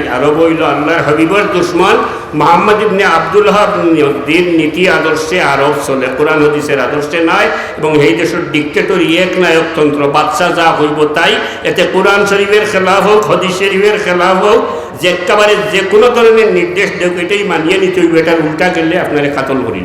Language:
Sylheti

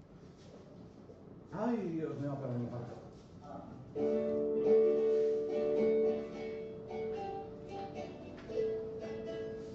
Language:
Spanish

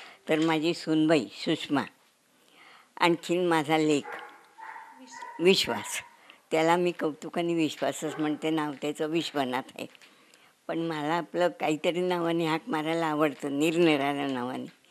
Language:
Marathi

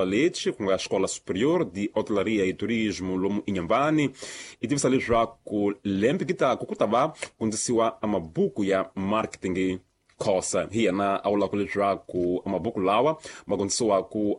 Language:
Tsonga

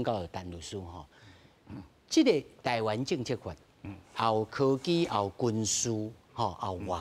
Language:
Min Nan Chinese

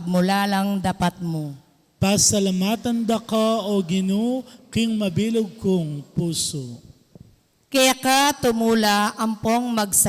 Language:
Pampanga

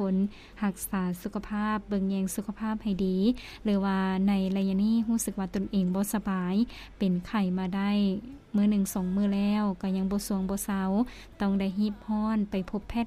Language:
Lao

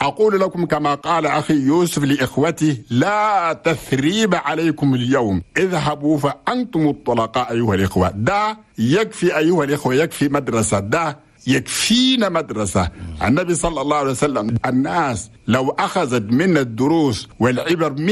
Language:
Chadian Arabic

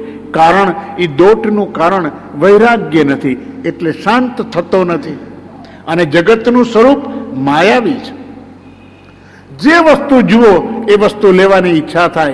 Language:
Gujarati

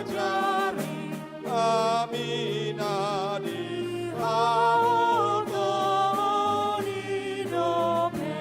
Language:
Batak Toba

